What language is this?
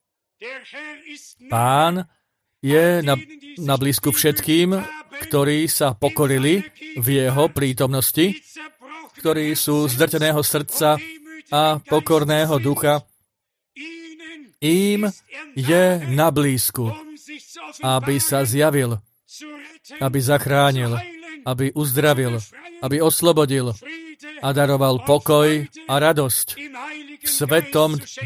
Slovak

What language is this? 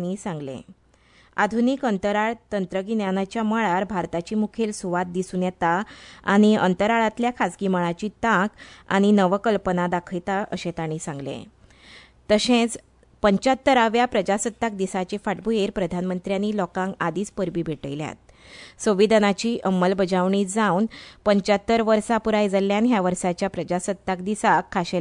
Konkani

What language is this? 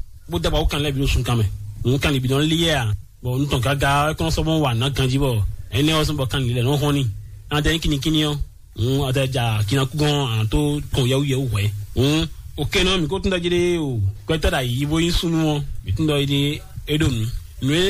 Fon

